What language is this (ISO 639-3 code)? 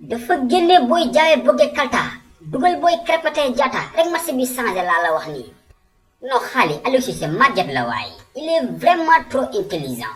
wol